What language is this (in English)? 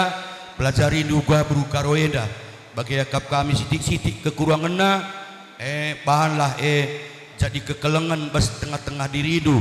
Batak Karo